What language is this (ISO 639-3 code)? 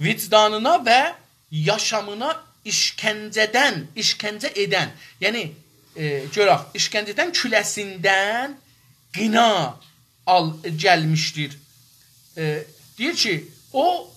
azb